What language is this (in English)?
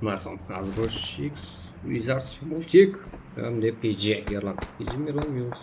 Kara-Kalpak